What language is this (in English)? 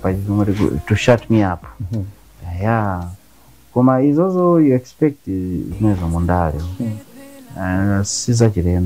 Nyanja